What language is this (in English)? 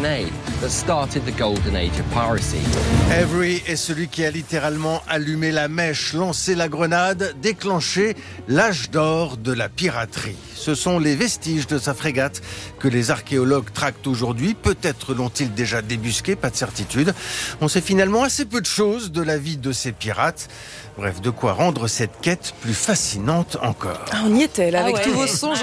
French